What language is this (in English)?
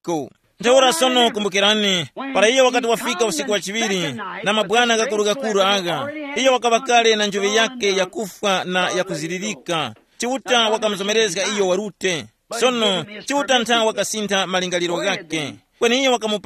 Tumbuka